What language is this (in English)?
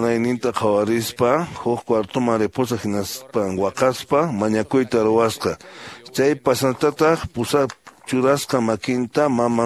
Quechua